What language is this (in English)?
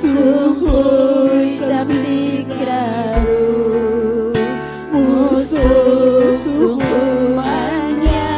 Ayacucho Quechua